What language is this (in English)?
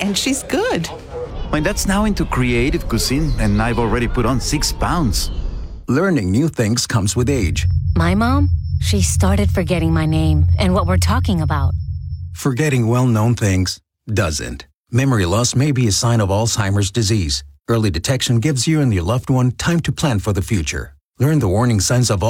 English